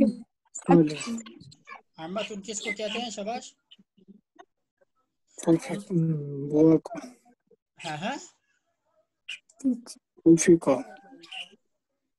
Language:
Urdu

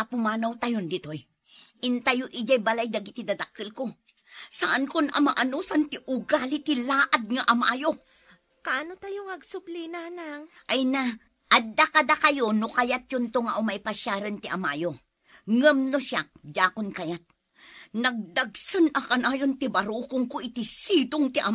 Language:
Iloko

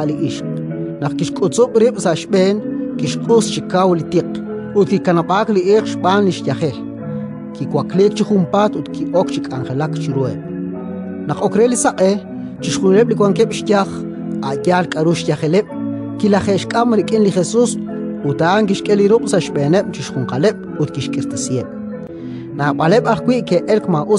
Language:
Kekchí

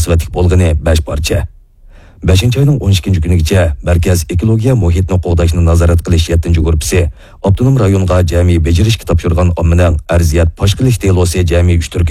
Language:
Uyghur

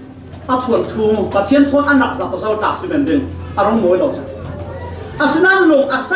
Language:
Falam Chin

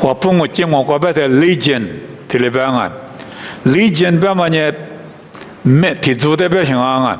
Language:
Lisu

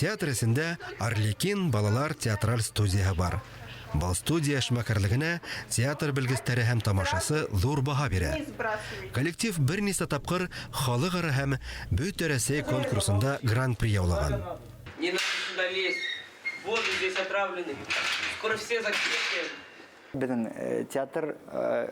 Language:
Bashkir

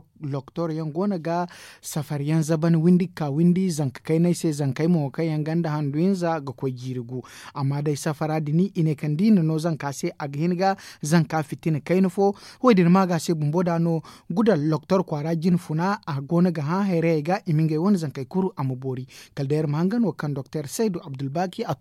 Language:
Zarma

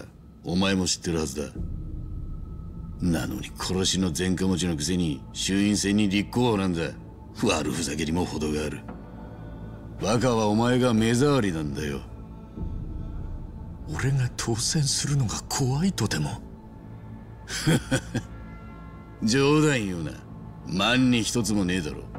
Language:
Japanese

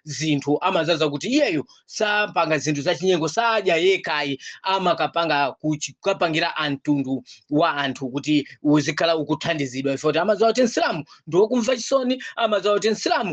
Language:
Nyanja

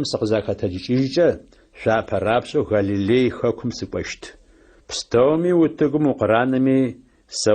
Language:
Adyghe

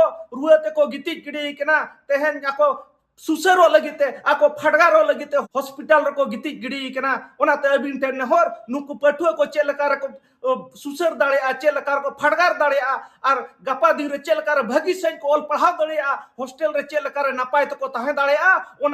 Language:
Santali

